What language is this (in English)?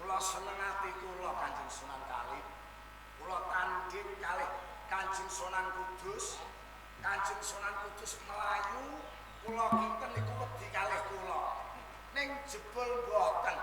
Javanese